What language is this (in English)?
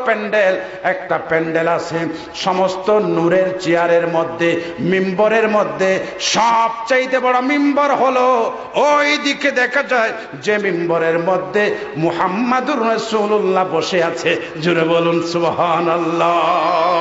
Bangla